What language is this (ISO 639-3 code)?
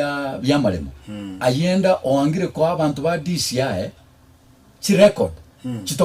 guz